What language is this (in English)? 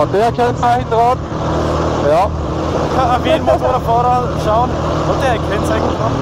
Bavarian